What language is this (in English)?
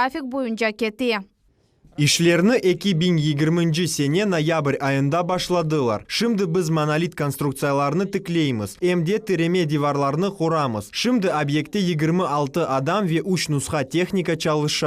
Crimean Tatar